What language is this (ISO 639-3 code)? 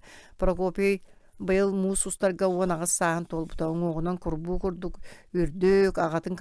sah